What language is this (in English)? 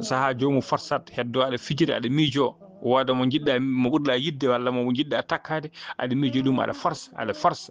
Fula